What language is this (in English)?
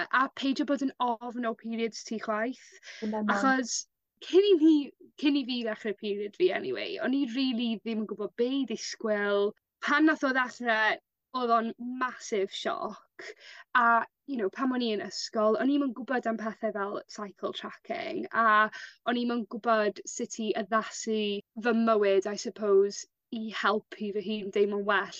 Welsh